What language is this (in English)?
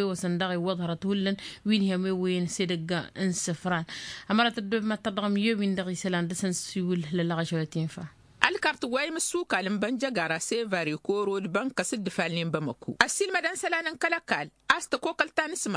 Tamasheq